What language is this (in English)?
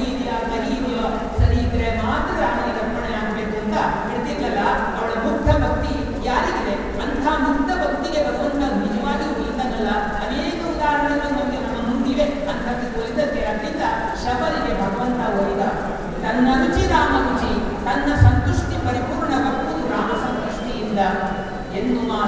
Kannada